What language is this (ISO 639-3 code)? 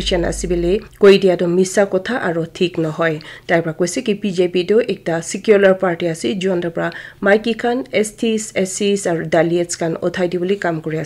nag